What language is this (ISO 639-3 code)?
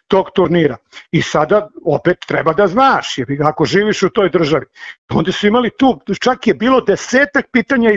srp